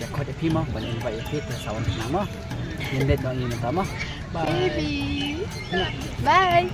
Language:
Khasi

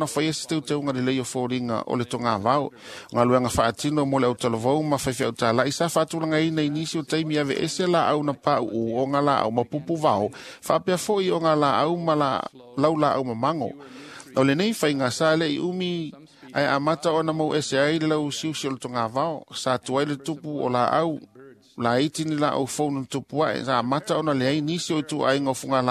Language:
Samoan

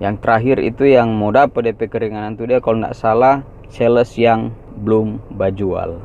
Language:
Manado Malay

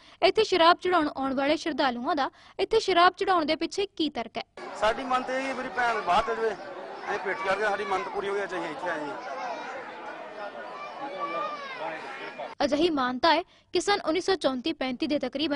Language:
Punjabi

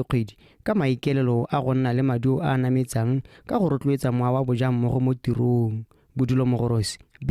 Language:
Tswana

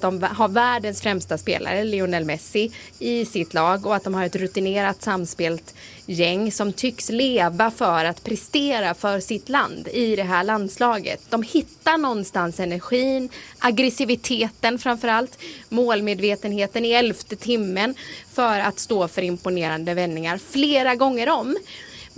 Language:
Swedish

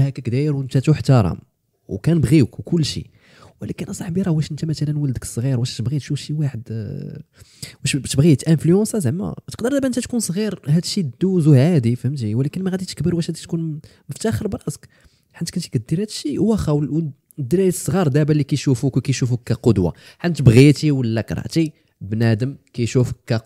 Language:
Moroccan Arabic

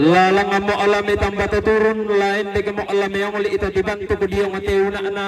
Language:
Toraja-Sa'dan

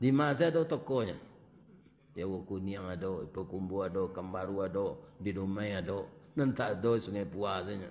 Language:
Minangkabau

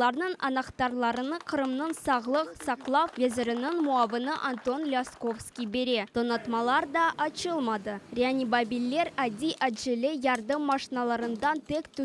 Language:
Crimean Tatar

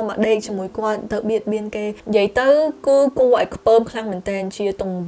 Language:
Khmer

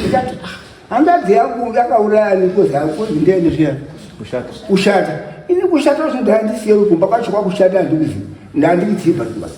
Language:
Shona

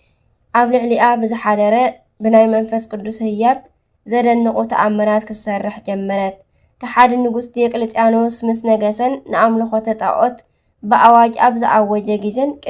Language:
Tigrinya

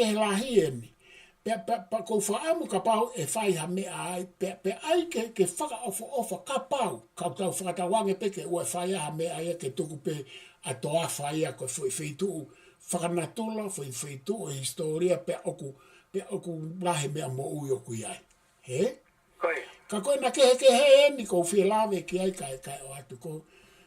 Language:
Tongan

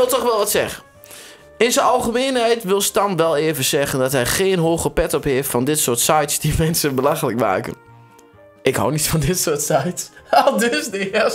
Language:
Dutch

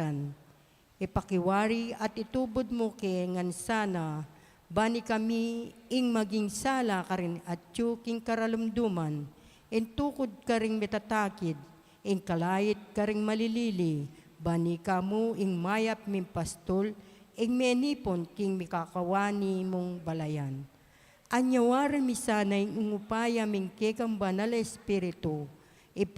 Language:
Pampanga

